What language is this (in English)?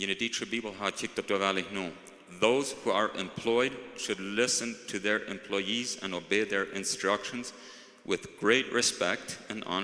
Plautdietsch